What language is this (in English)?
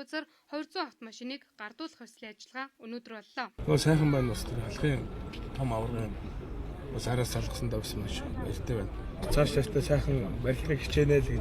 Mongolian